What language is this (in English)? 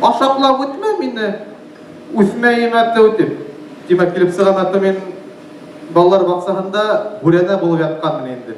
Bashkir